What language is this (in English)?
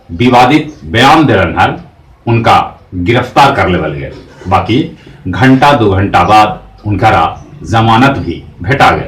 Magahi